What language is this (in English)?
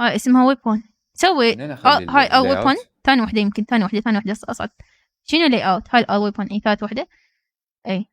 Mesopotamian Arabic